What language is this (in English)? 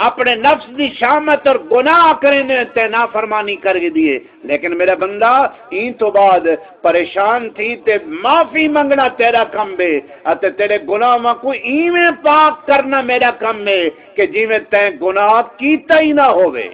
Saraiki